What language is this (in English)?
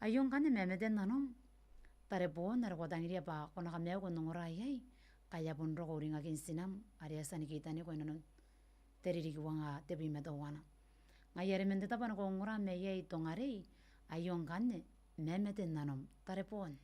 Gilbertese